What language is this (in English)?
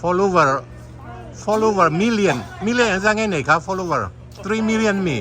Mizo